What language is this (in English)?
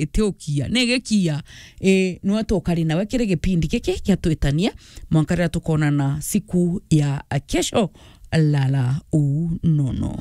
Meru